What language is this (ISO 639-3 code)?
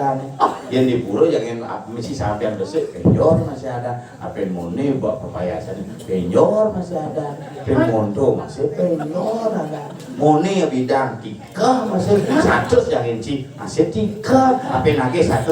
ban